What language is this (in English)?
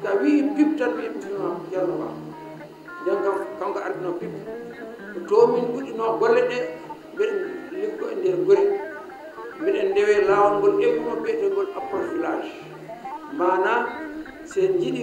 Fula